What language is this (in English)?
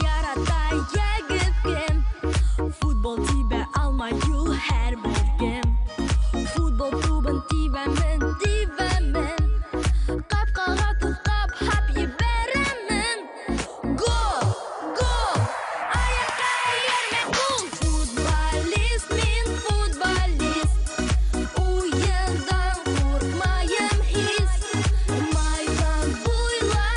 Bashkir